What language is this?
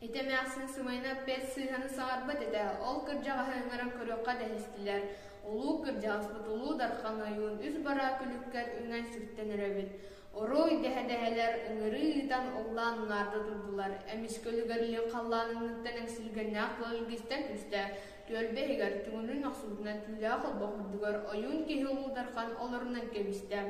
Yakut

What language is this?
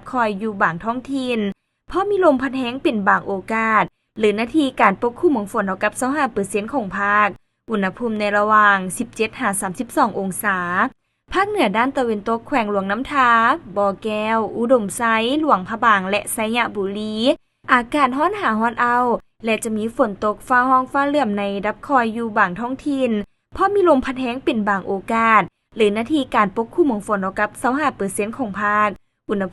Lao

